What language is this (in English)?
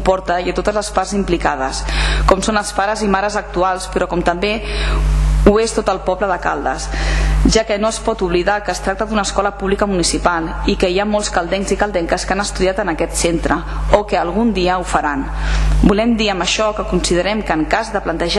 Catalan